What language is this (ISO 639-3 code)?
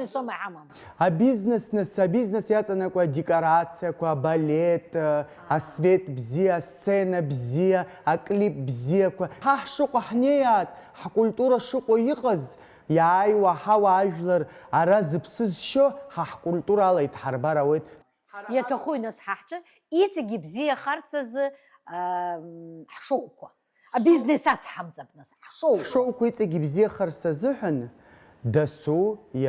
abk